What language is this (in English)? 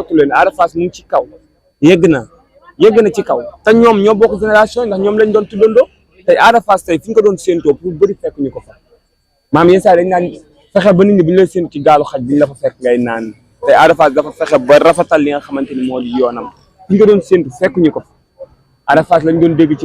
Wolof